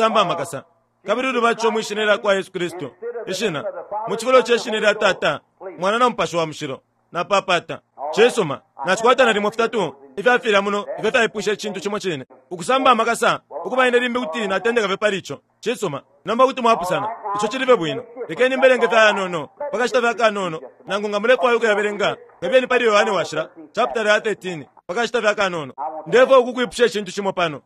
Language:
Bemba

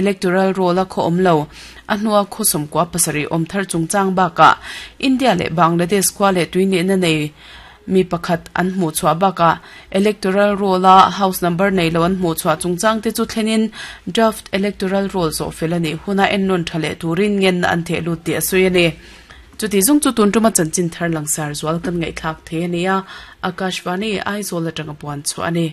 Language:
Mizo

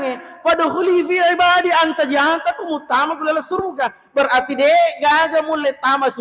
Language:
Buginese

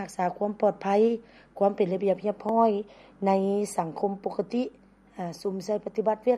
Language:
Lao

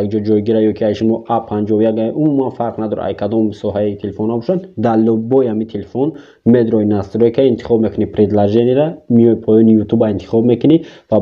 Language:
Tajik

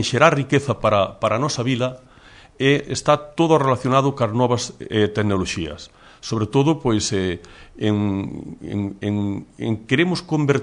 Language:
Galician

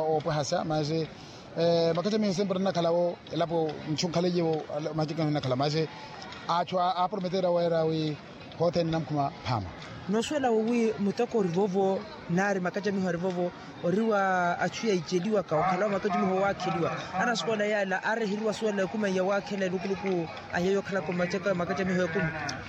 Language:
Makhuwa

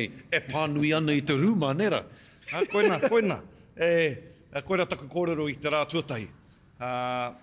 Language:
Māori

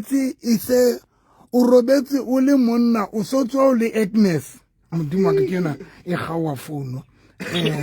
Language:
Southern Sotho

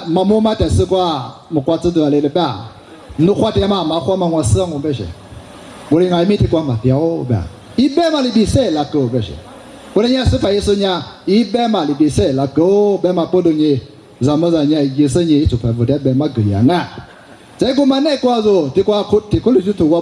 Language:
Lisu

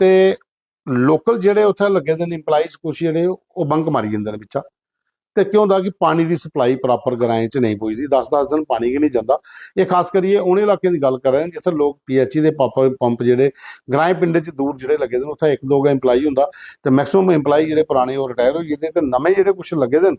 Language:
Dogri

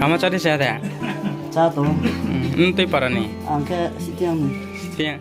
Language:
Riang (India)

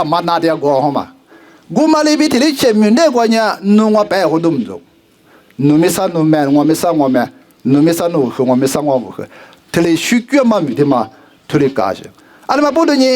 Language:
Lisu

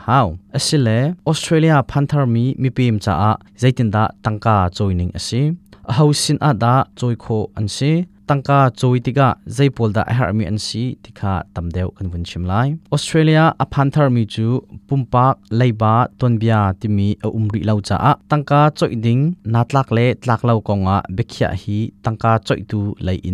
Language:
Hakha Chin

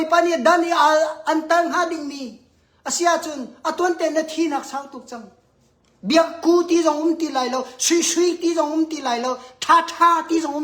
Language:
Hakha Chin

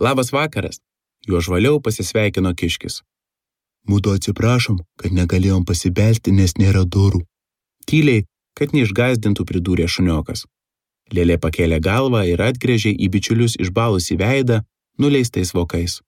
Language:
Lithuanian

